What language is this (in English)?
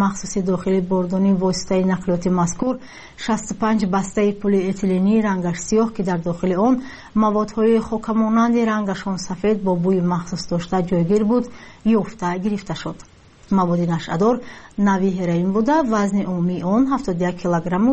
Persian